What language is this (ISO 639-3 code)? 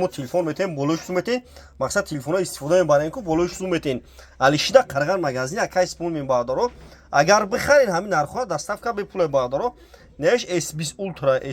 tgk